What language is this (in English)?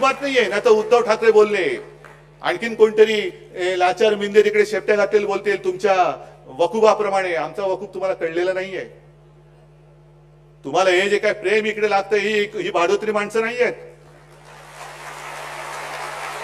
Marathi